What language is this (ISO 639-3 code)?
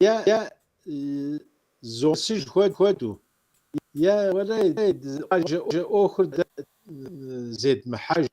kbd